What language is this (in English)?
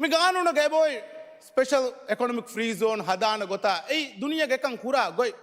Divehi